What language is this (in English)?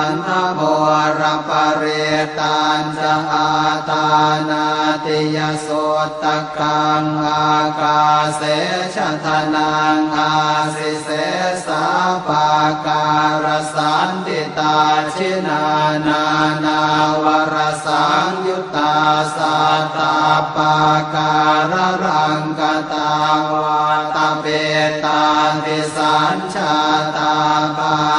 Pali